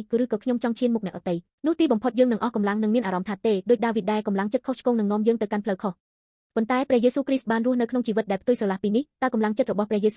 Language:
Khmer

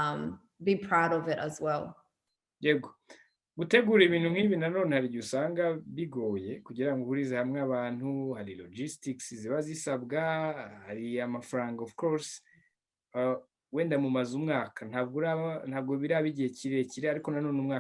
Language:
Kinyarwanda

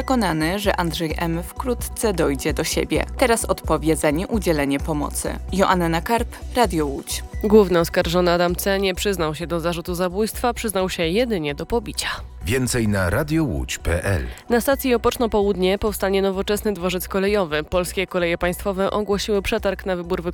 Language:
Polish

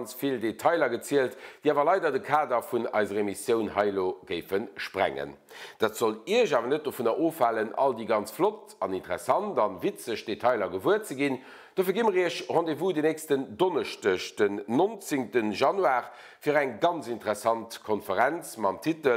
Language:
Luxembourgish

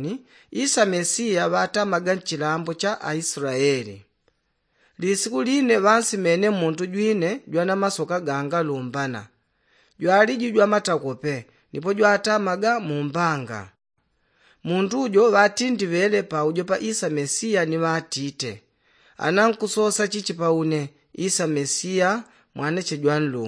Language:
Yao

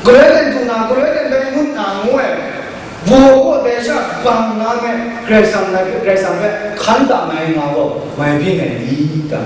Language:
Kachin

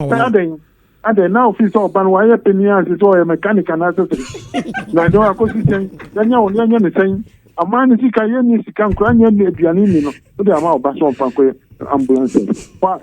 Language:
Akan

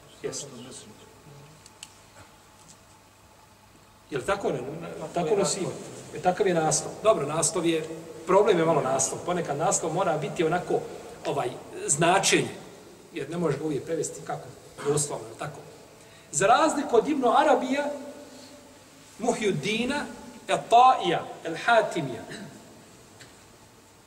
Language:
Bosnian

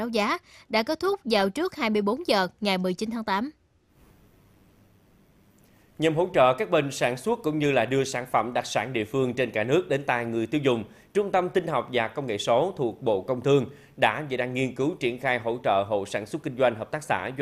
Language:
Vietnamese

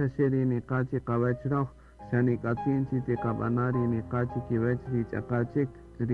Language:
Kaqchikel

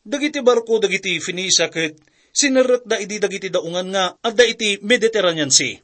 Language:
Iloko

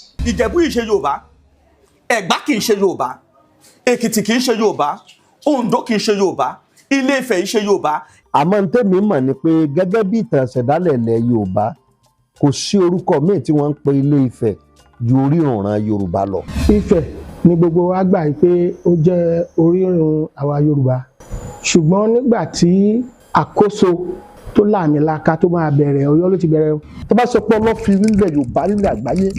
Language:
Yoruba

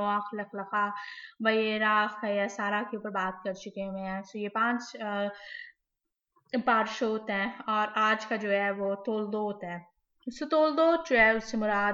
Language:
Hindi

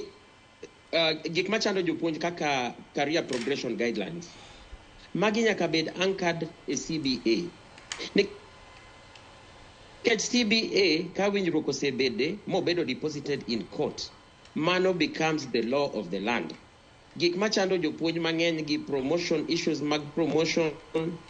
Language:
Luo (Kenya and Tanzania)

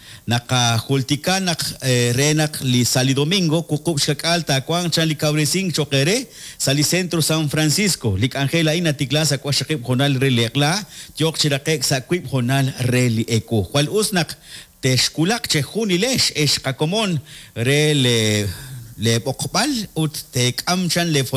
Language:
Kekchí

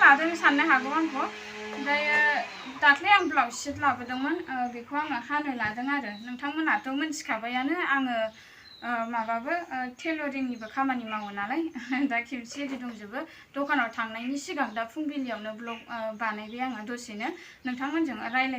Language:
Bodo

